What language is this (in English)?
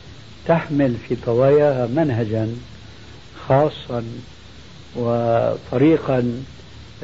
Arabic